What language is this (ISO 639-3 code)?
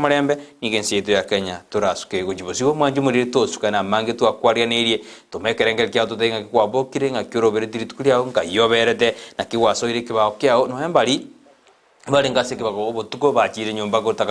guz